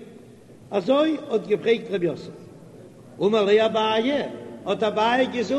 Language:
Yiddish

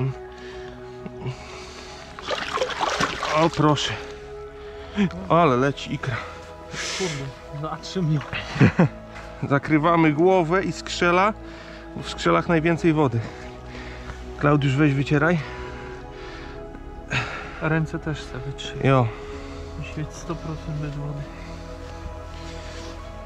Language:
Polish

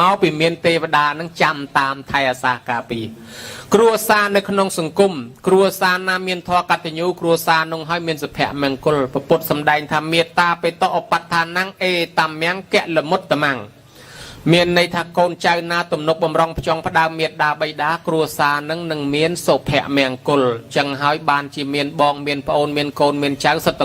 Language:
Khmer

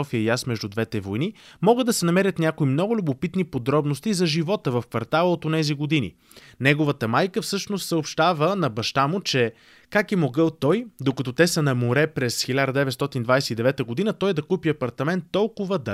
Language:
Bulgarian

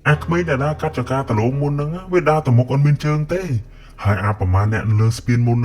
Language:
Khmer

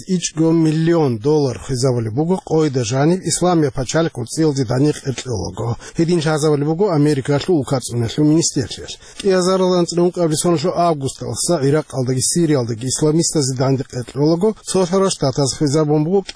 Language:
Avaric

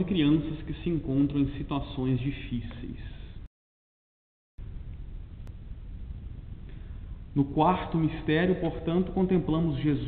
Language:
Portuguese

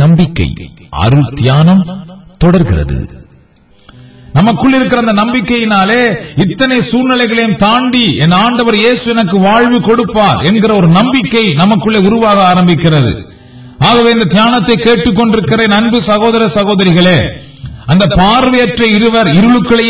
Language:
Tamil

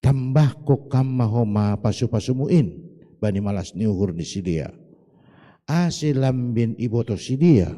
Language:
Batak Simalungun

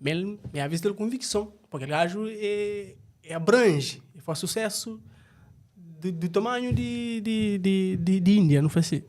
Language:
Kabuverdianu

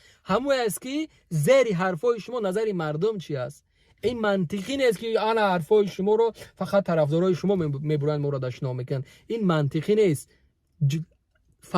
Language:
Tajik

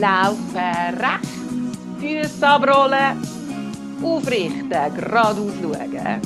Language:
Swiss German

